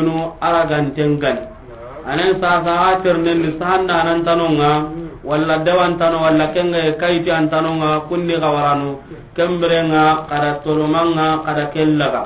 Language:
Soninke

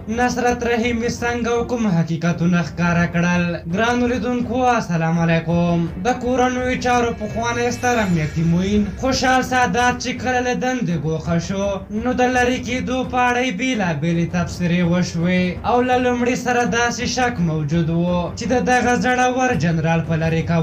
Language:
Pashto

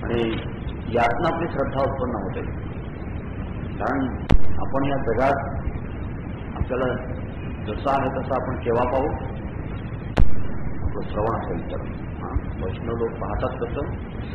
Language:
Marathi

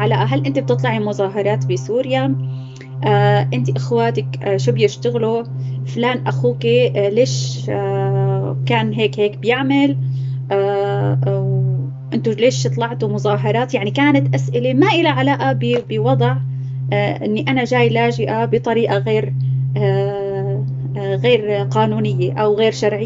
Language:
North Levantine Arabic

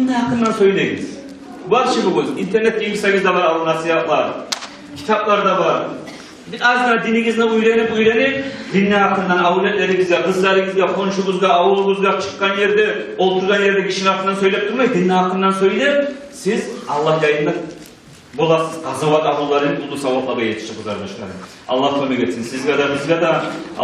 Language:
Kumyk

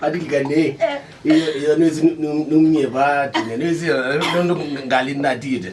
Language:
Kamba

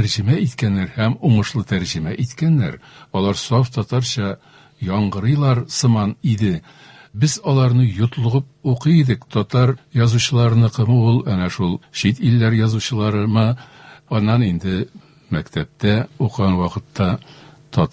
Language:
Tatar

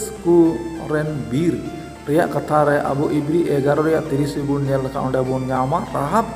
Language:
Santali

